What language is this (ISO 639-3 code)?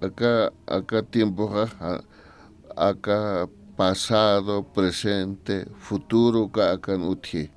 aym